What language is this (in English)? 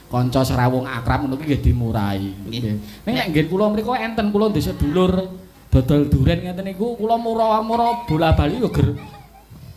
Javanese